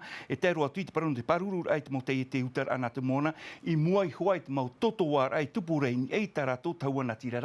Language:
Tahitian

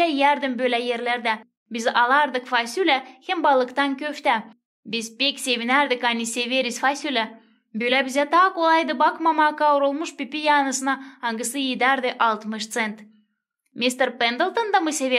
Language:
Gagauz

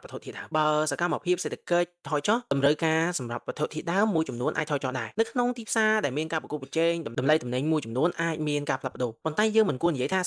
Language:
Khmer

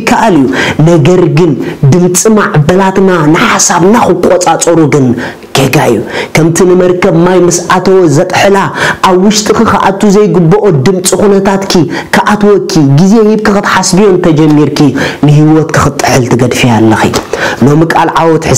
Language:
Tigrinya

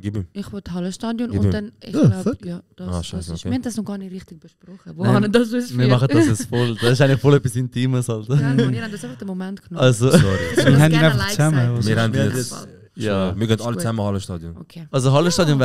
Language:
Swiss German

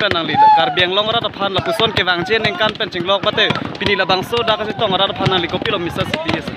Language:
Karbi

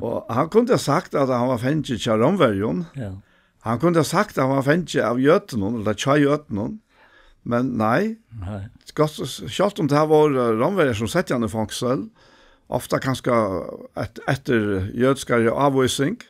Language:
Faroese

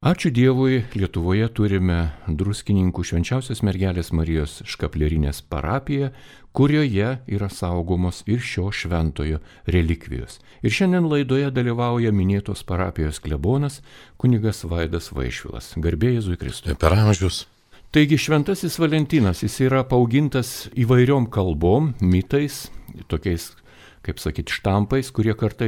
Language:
Lithuanian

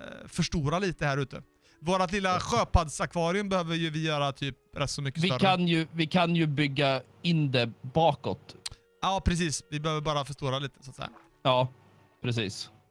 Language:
Swedish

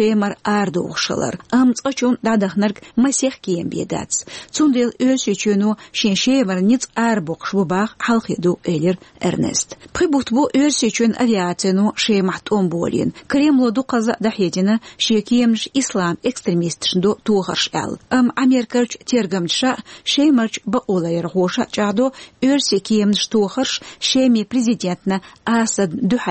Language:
Chechen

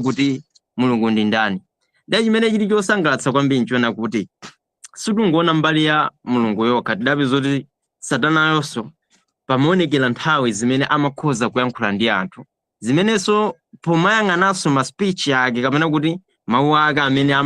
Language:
Nyanja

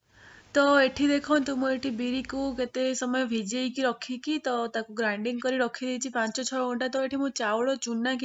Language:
Odia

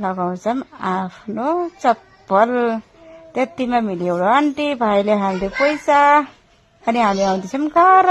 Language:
Nepali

